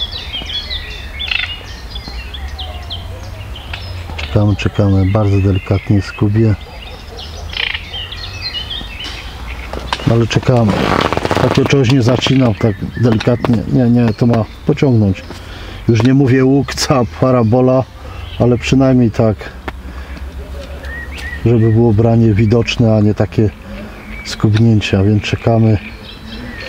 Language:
Polish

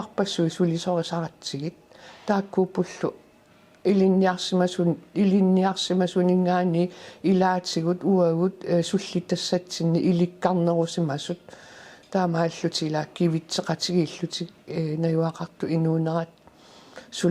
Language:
Kalaallisut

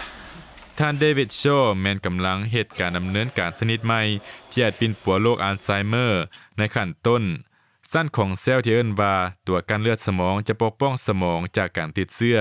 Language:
Lao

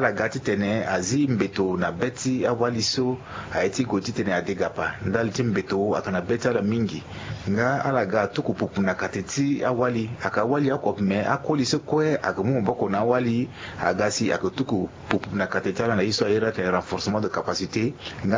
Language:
Sango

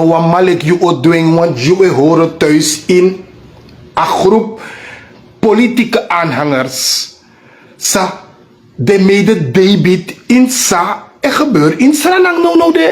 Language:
Sranan Tongo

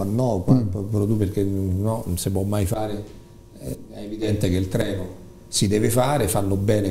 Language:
Italian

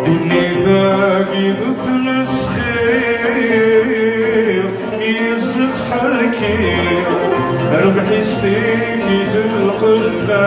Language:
Kabyle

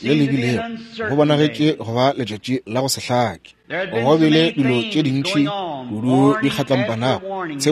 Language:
Northern Sotho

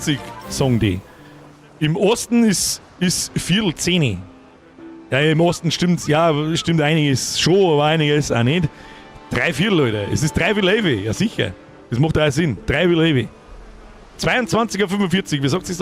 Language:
Bavarian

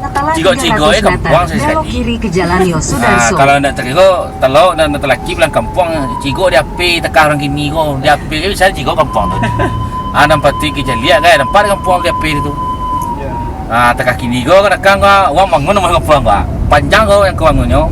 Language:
Minangkabau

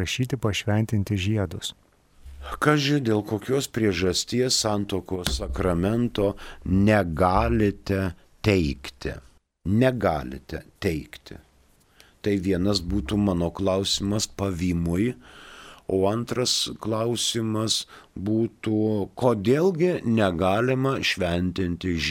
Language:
Lithuanian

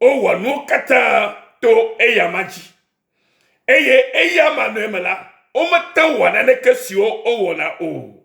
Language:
Ewe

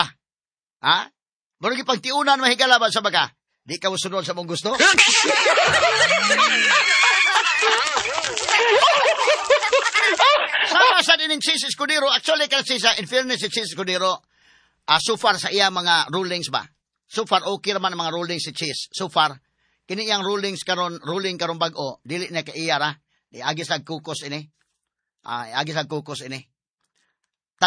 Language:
Cebuano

